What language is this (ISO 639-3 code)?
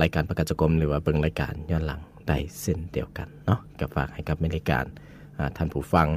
lao